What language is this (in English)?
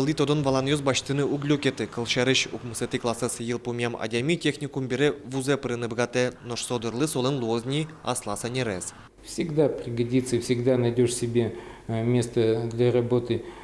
Udmurt